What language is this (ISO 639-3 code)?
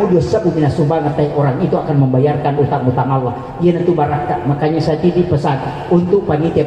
bug